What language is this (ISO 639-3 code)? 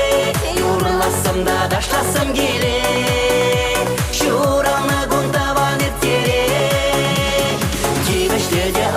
chv